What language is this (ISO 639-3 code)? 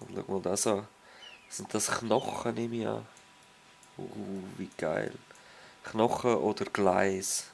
gsw